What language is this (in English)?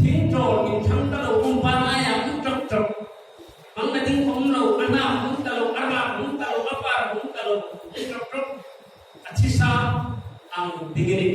Hmar